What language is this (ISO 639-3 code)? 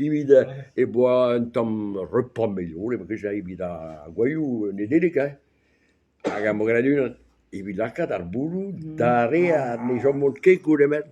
bre